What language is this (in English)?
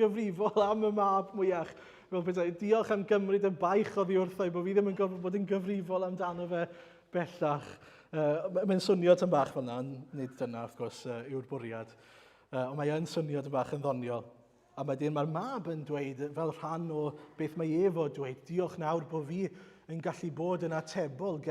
Welsh